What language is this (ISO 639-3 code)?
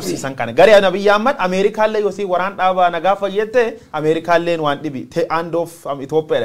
orm